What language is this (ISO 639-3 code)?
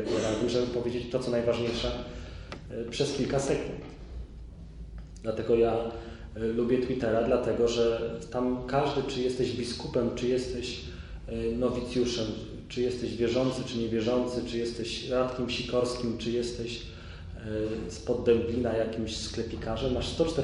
pol